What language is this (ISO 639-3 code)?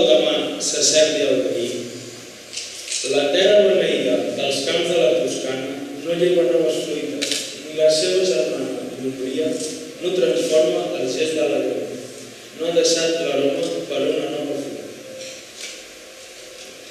cat